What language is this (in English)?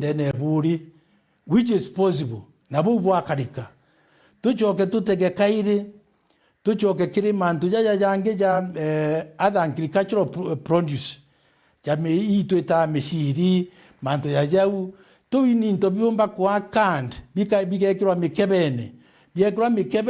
Meru